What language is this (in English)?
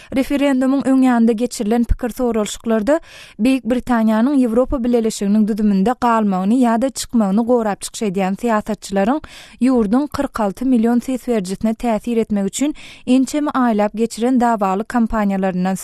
Turkmen